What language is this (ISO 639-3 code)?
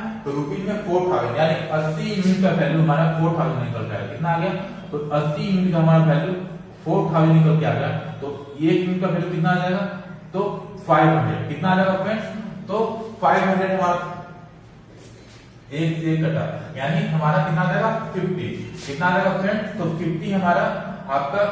hin